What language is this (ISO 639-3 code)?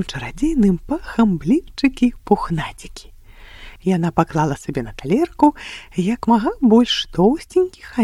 bel